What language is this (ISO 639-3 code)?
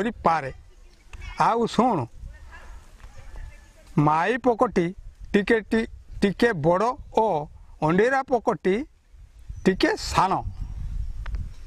ori